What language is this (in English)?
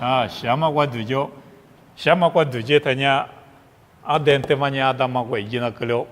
Lisu